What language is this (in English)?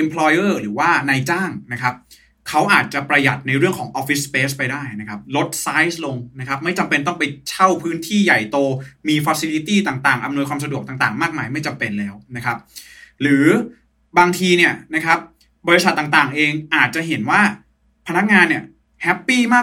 Thai